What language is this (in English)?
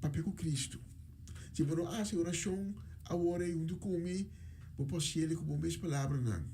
Papiamento